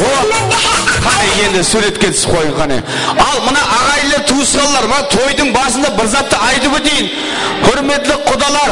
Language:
Kara-Kalpak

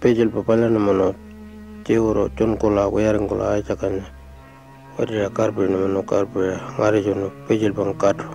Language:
Pitjantjatjara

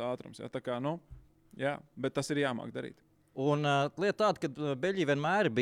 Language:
Latvian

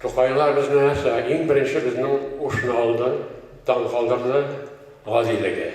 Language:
Tatar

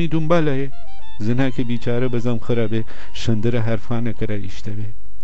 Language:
Gilaki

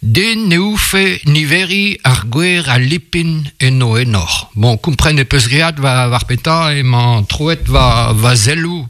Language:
Breton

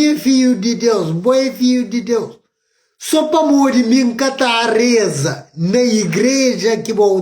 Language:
Kabuverdianu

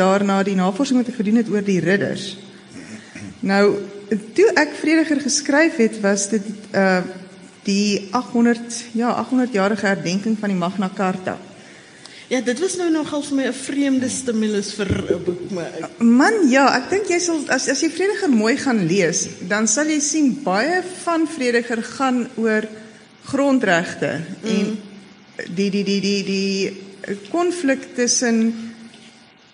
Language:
Afrikaans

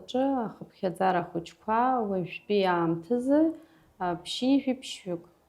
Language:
Abkhazian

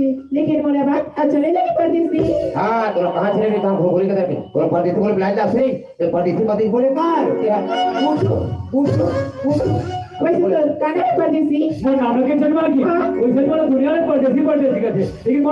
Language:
Chhattisgarhi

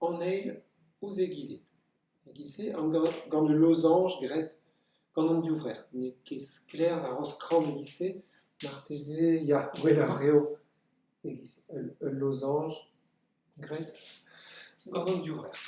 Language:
Breton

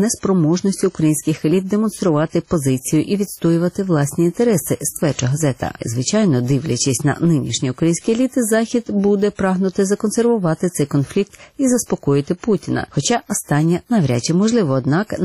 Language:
Ukrainian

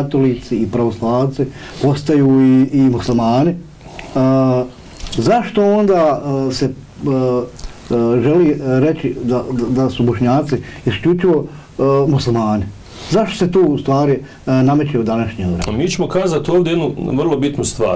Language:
Bosnian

